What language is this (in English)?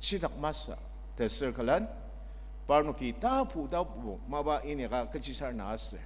Ao Naga